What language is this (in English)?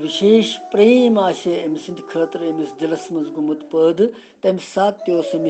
Kashmiri